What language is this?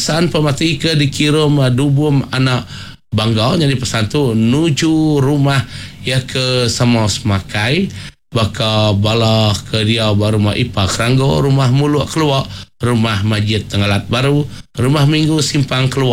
Iban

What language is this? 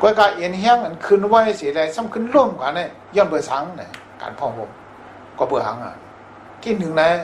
Shan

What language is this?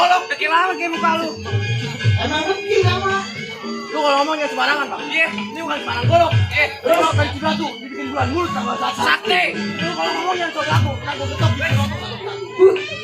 Betawi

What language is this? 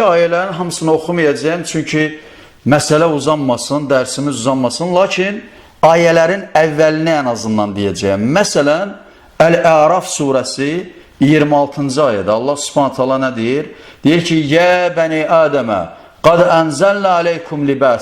Azerbaijani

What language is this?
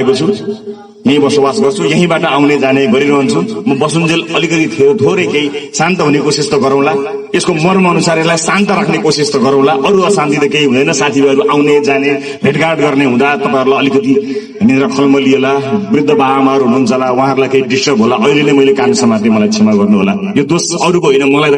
Nepali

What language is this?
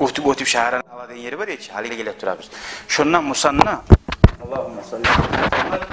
Kumyk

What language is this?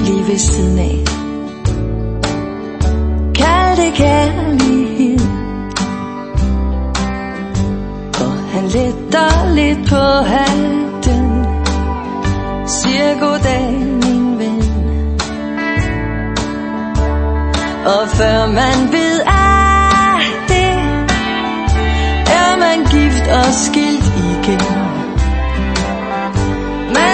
Danish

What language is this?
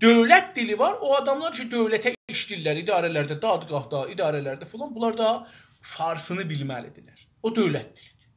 South Azerbaijani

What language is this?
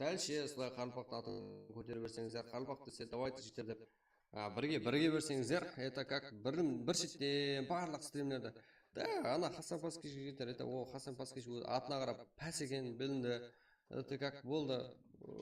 Kara-Kalpak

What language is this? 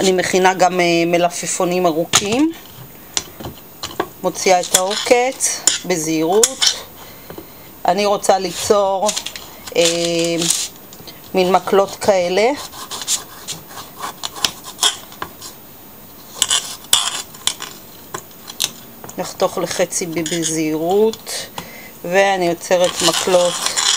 Hebrew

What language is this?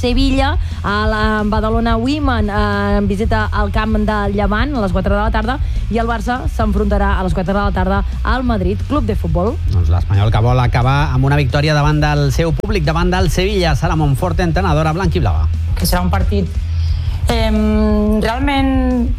Catalan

